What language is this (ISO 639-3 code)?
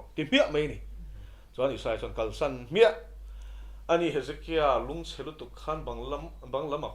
lus